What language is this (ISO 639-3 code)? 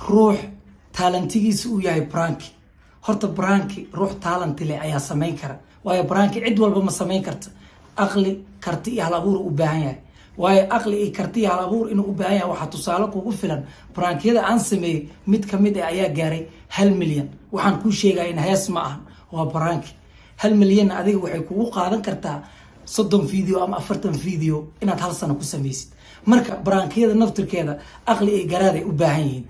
som